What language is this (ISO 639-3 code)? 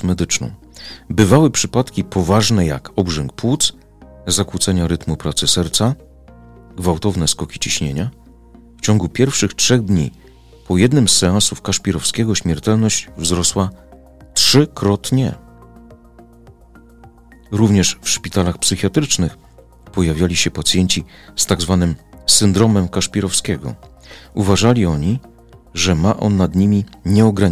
pol